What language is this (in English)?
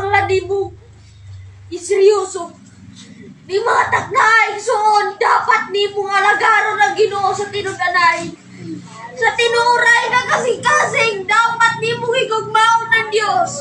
Cebuano